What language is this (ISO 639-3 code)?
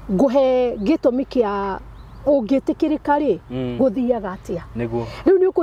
kik